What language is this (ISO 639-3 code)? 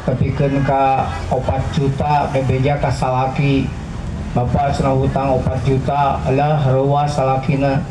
sun